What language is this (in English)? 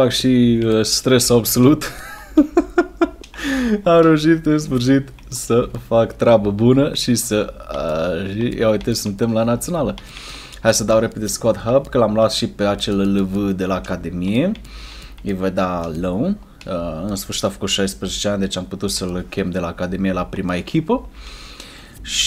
Romanian